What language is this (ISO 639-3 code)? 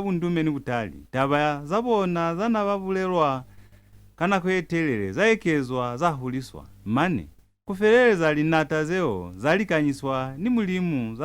loz